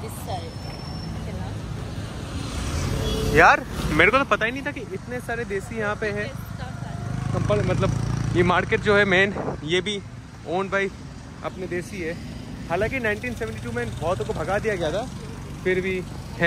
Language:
Hindi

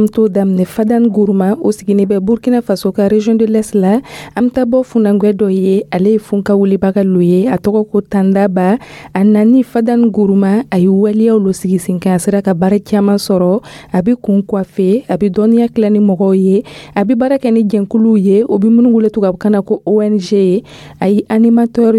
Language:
Dyula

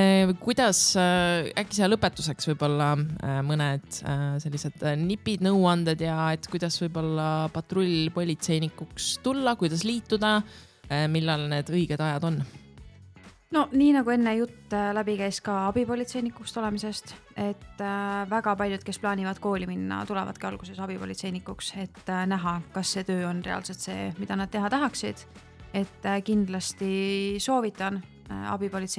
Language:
Estonian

